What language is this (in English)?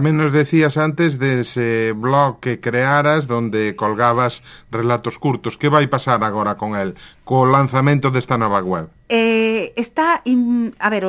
Galician